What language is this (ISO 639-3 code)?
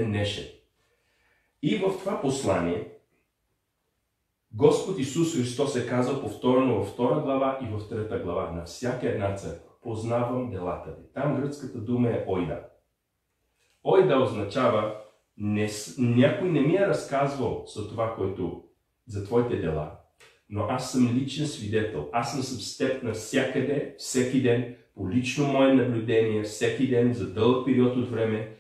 bul